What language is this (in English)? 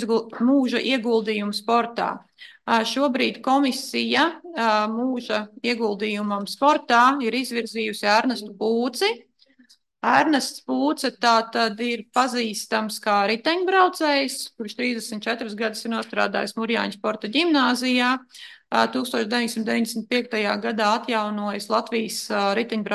Latvian